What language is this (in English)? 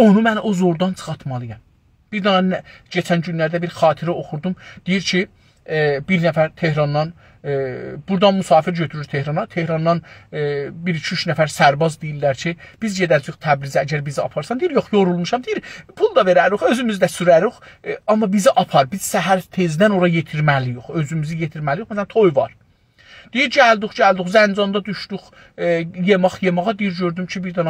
South Azerbaijani